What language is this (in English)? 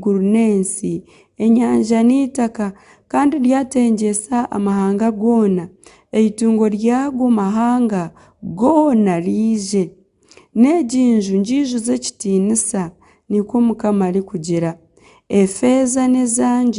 Nyankole